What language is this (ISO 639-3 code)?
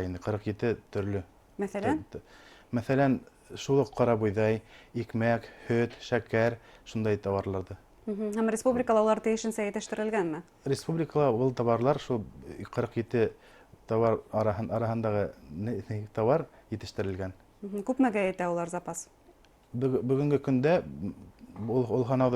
bak